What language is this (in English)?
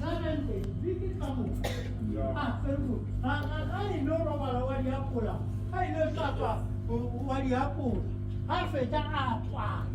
Northern Sotho